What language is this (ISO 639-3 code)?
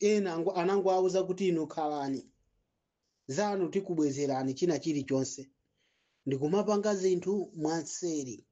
nya